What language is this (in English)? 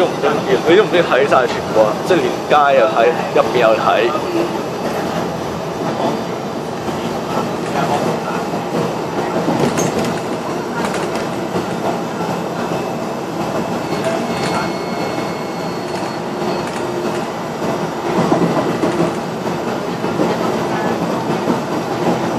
Cantonese